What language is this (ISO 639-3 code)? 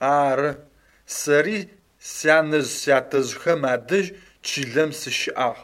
ady